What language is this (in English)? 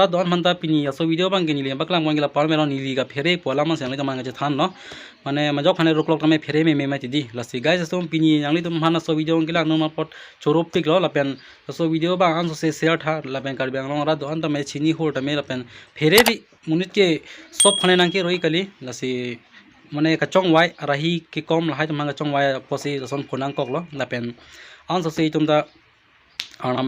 Karbi